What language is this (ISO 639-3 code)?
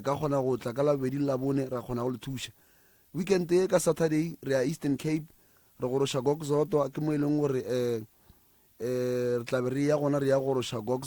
nso